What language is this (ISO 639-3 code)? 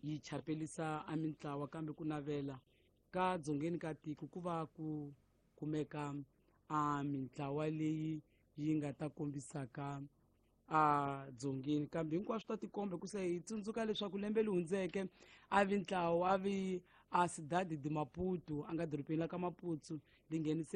tso